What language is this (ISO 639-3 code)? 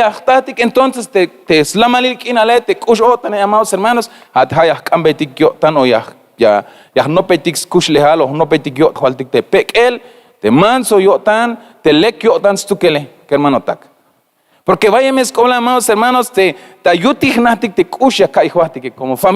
tzh